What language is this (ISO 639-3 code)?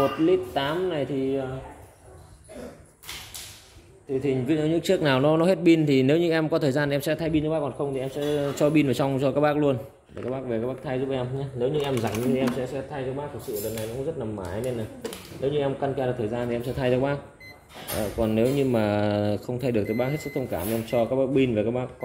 vie